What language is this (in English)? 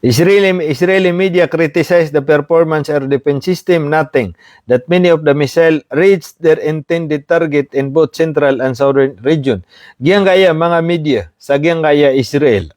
Maranao